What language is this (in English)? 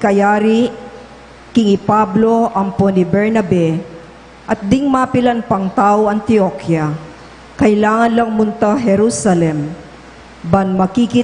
Pampanga